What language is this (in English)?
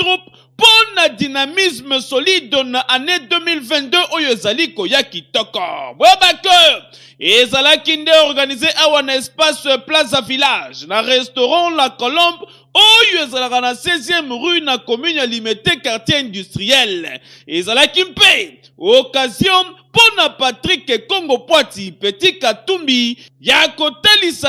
Lingala